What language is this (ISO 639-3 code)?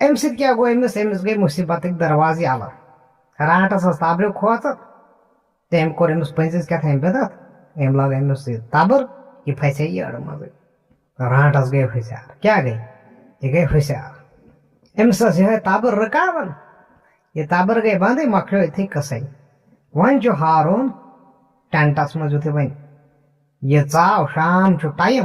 kas